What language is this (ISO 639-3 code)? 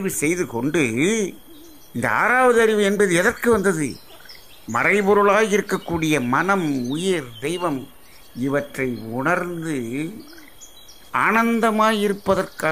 tam